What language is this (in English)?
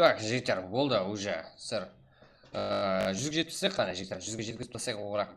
Kara-Kalpak